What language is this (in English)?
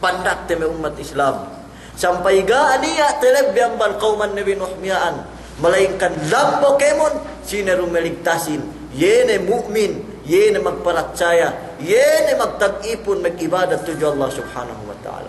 Yakan